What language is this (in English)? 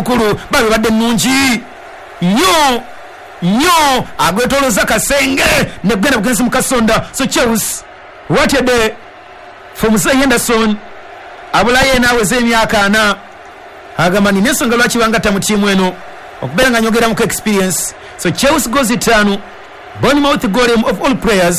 Ganda